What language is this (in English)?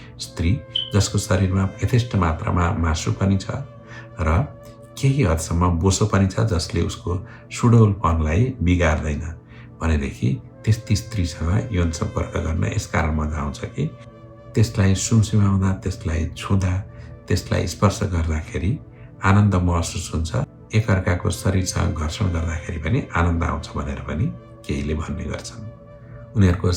Nepali